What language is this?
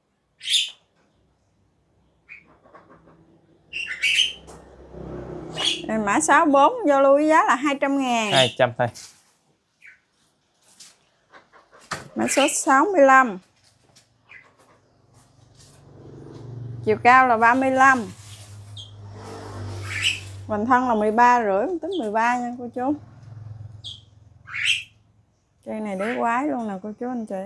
Vietnamese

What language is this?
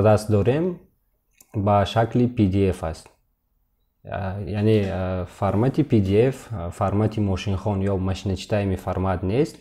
Tajik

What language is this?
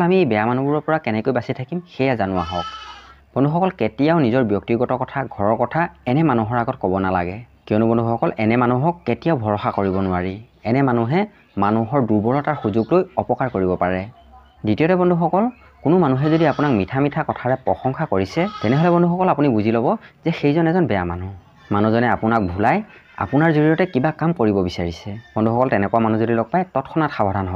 Assamese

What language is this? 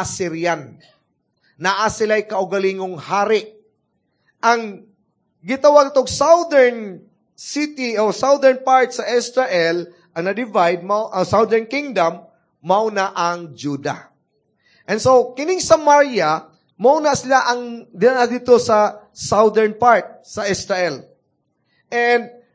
Cebuano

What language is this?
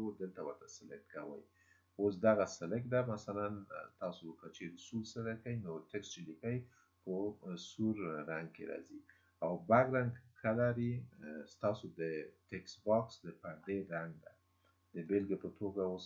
Pashto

